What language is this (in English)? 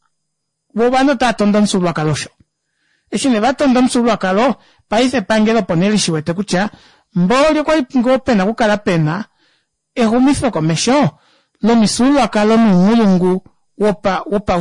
Kuanyama